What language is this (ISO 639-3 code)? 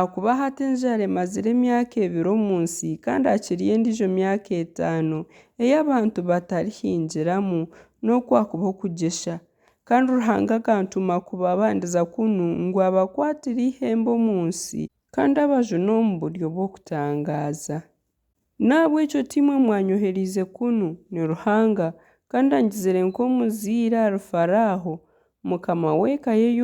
nyn